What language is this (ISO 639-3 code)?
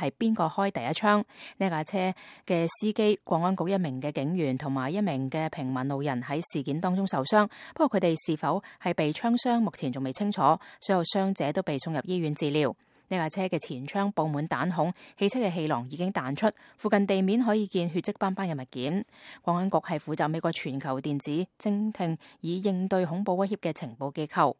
yue